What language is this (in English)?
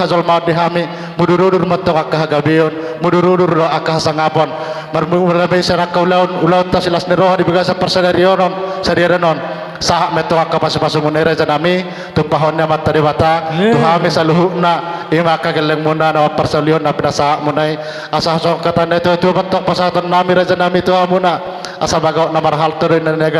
Batak Toba